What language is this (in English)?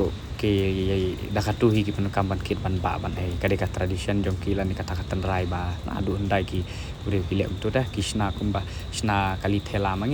Khasi